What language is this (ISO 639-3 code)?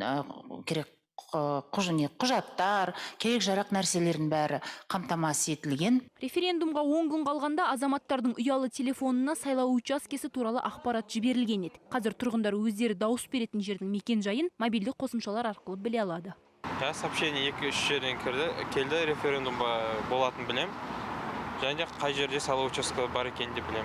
kaz